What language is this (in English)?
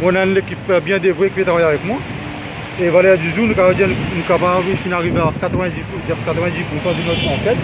Morisyen